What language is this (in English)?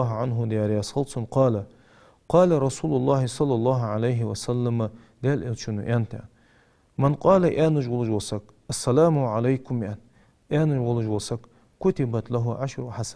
Ingush